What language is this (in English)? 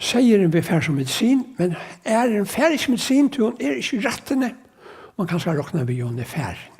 Faroese